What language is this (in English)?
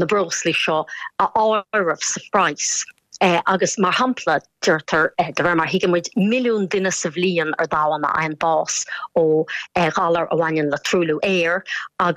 Irish